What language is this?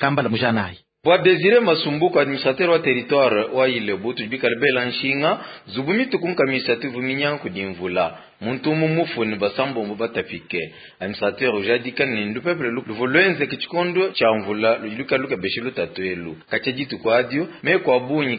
Luba-Lulua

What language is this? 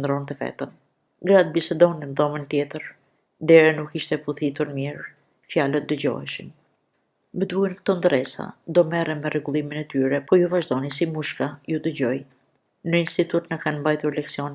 Albanian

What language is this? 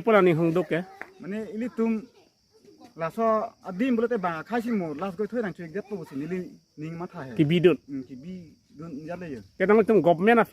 Karbi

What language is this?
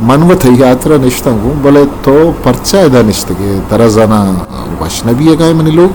Eastern Balochi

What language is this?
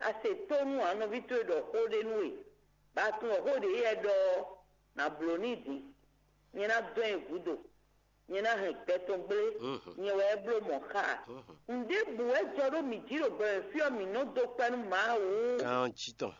Fon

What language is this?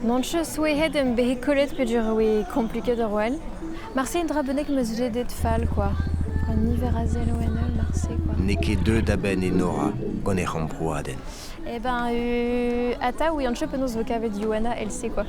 Breton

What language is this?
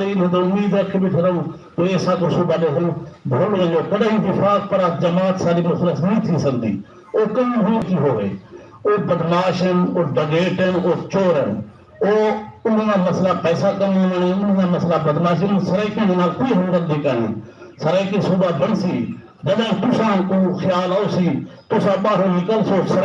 Saraiki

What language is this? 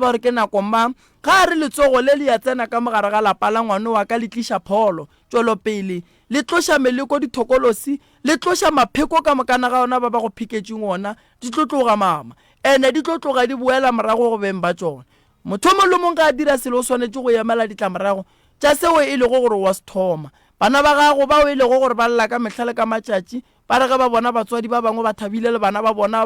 Northern Sotho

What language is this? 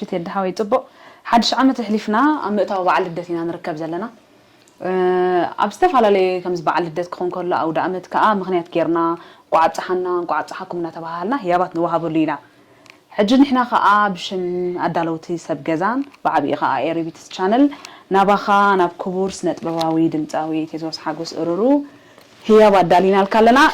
Tigrinya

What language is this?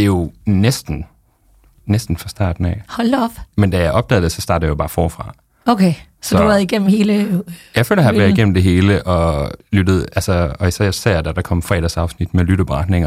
Danish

